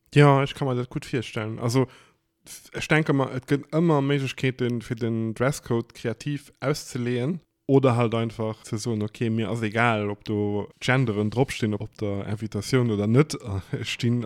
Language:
Luxembourgish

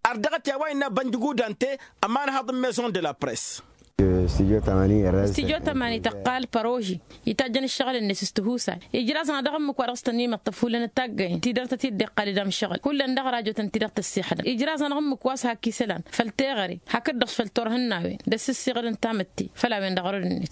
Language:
Tamasheq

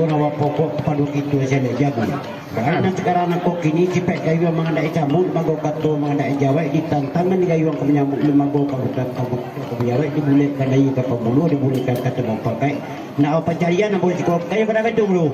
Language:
Minangkabau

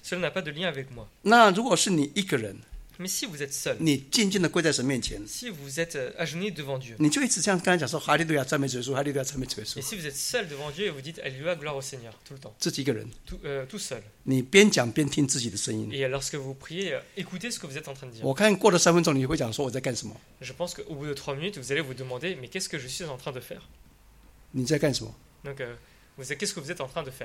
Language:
Chinese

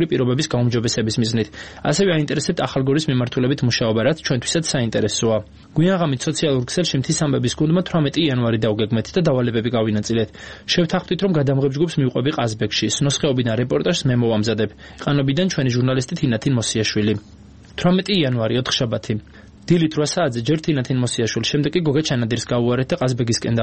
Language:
Georgian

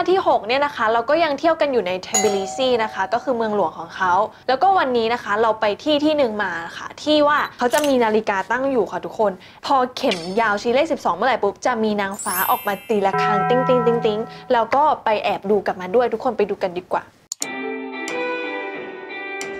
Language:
Thai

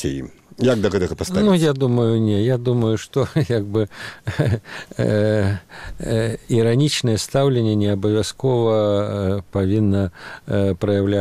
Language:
Belarusian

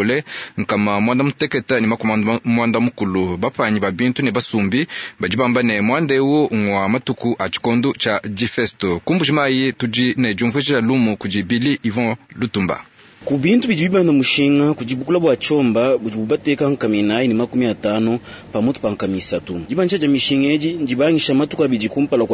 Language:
Luba-Lulua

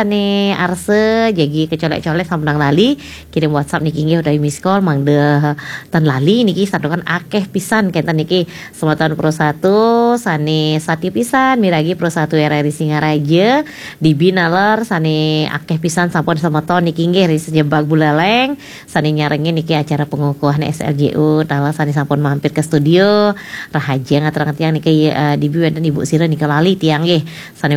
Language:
Balinese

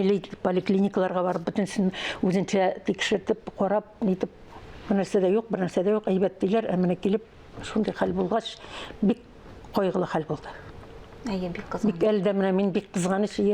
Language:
Tatar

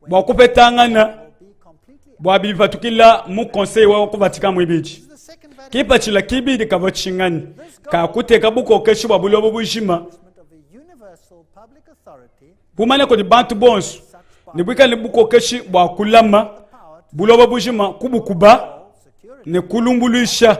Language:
Luba-Lulua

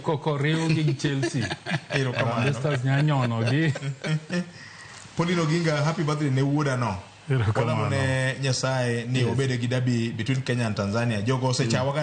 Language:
Luo (Kenya and Tanzania)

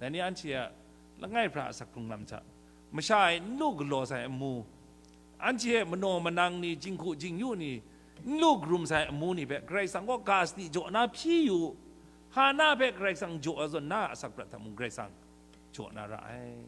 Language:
Kachin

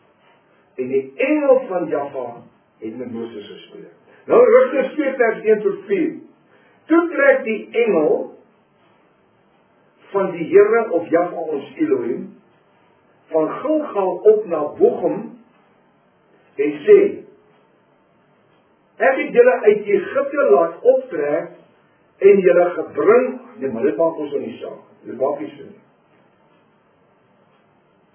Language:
Afrikaans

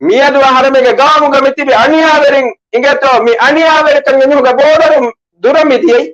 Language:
Divehi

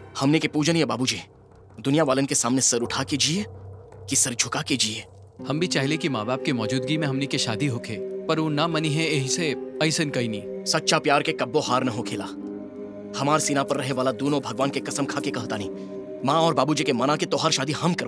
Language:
Bhojpuri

